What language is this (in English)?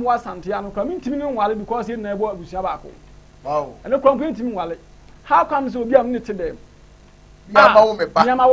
Akan